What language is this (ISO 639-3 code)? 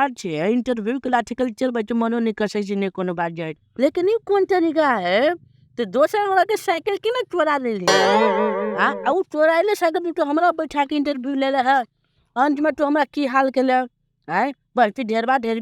mai